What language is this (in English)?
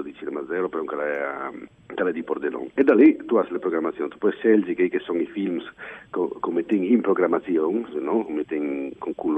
Friulian